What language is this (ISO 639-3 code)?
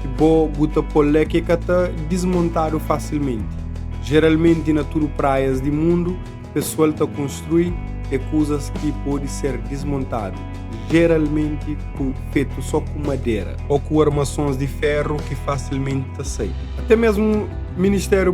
kea